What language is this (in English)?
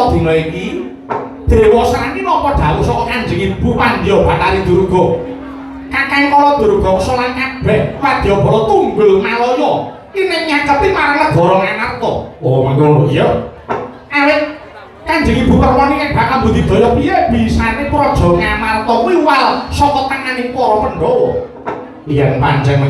Javanese